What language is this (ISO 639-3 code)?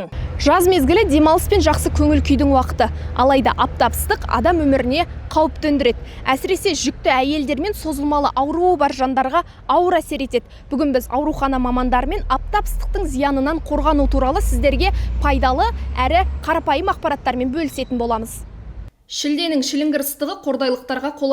kaz